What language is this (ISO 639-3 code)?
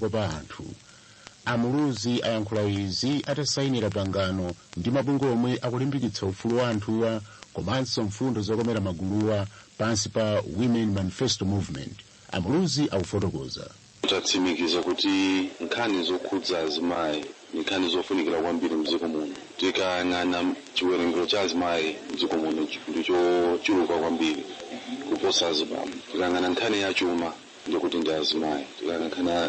nya